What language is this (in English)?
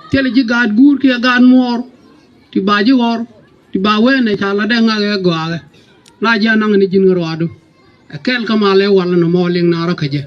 Nuer